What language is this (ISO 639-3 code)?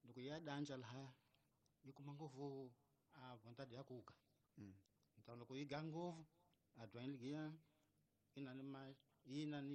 tso